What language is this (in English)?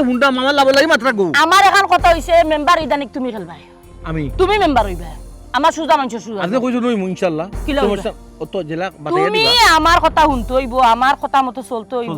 Sylheti